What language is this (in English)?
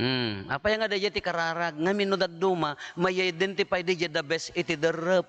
Iloko